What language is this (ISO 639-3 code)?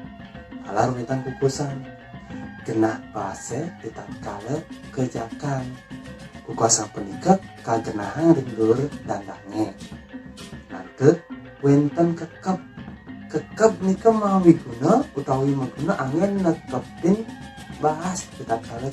ban